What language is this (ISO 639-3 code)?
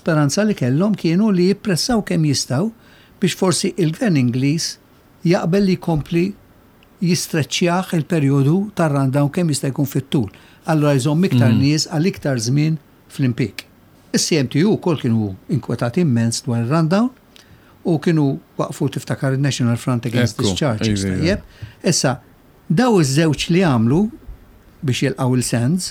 mlt